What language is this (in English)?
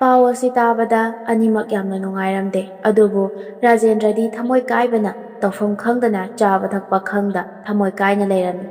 Manipuri